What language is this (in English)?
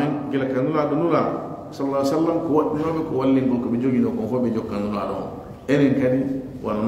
Fula